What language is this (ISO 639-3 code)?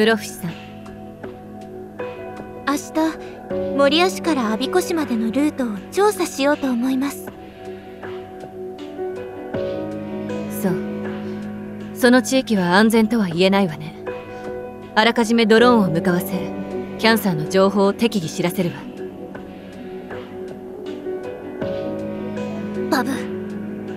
jpn